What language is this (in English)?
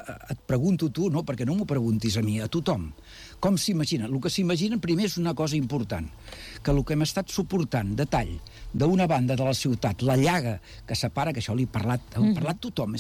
Catalan